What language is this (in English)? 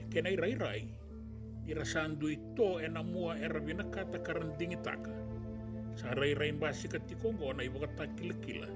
Fijian